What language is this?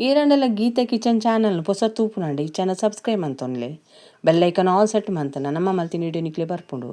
Tulu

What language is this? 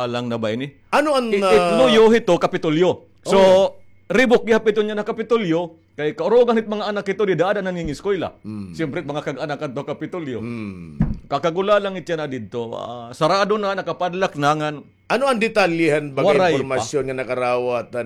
Waray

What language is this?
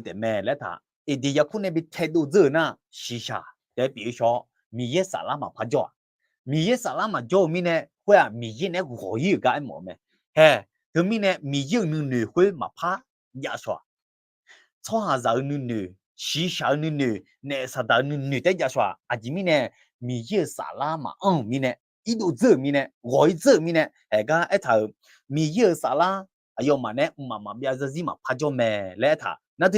Akha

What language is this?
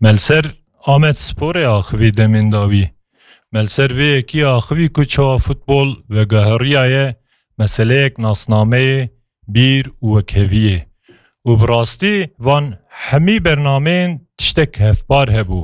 Kurdish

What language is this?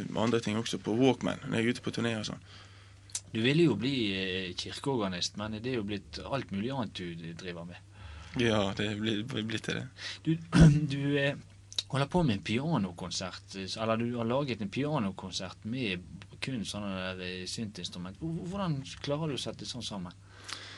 Norwegian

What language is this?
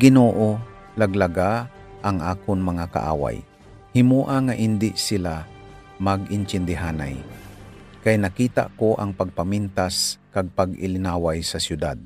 Hiligaynon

